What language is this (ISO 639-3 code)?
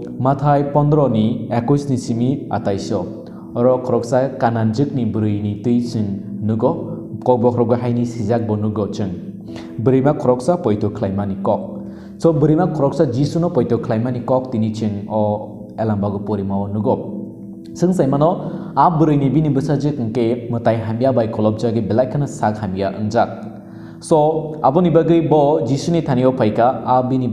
trp